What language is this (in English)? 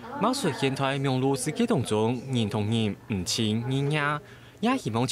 Hakka Chinese